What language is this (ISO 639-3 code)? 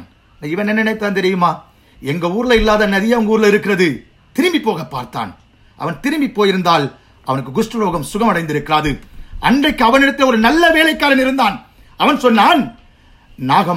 tam